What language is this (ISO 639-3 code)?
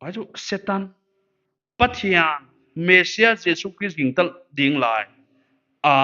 pck